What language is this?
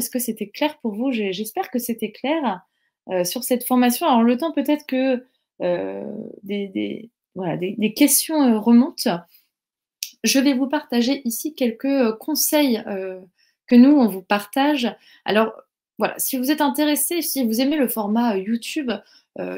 French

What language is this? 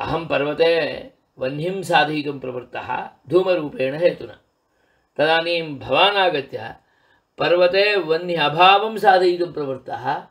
Sanskrit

